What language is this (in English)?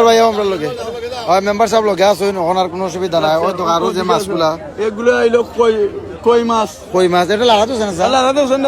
Sylheti